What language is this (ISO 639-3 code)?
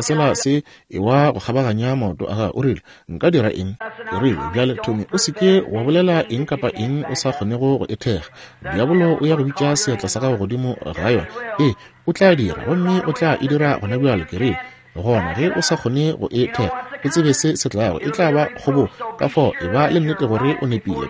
nso